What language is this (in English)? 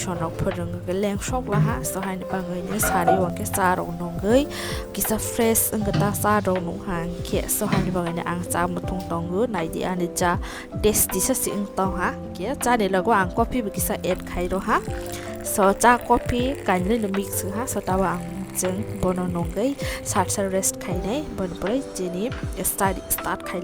Kok Borok